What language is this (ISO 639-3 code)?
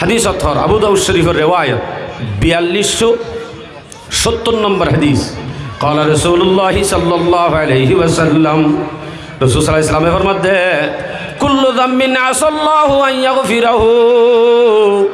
rhg